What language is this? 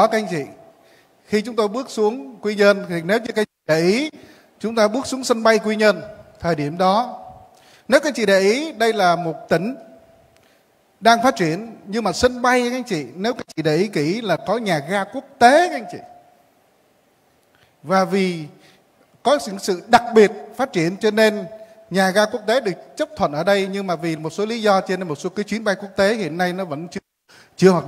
Vietnamese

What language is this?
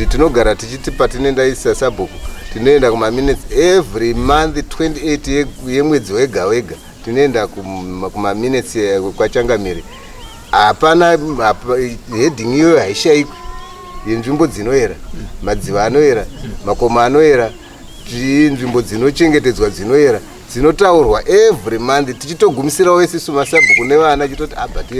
Shona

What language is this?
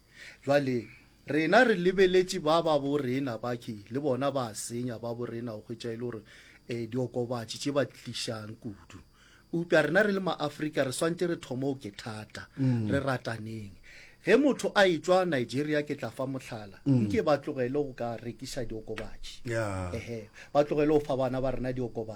Northern Sotho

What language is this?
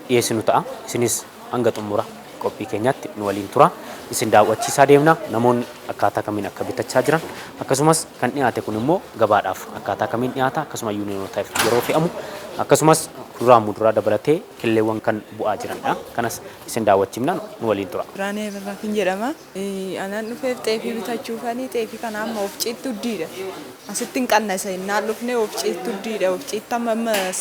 Oromo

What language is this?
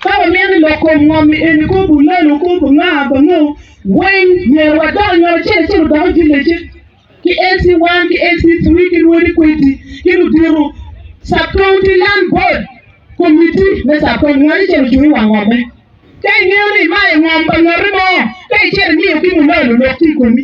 Acoli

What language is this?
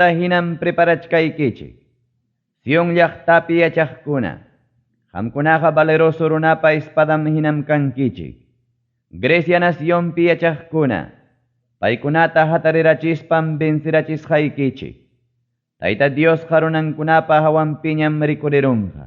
Ayacucho Quechua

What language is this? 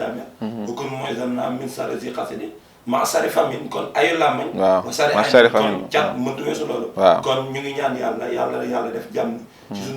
Wolof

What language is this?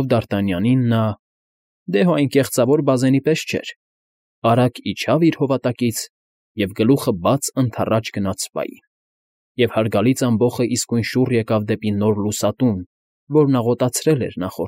Armenian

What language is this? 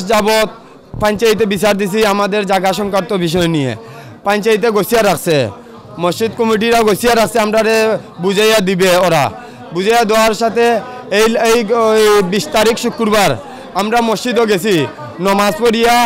Sylheti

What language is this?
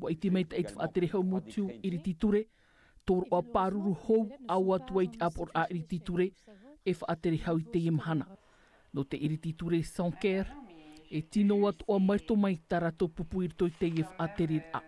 Tahitian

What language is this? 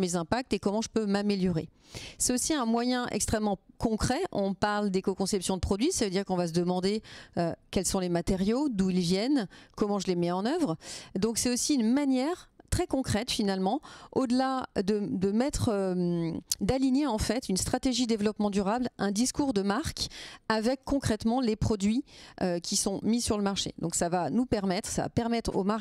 French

